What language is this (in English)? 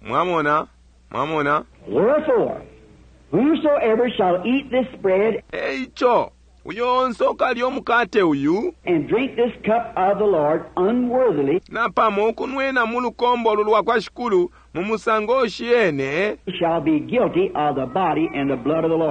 Bemba